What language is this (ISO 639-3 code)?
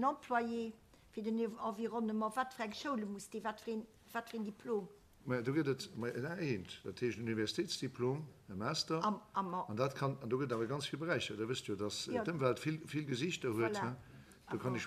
ltz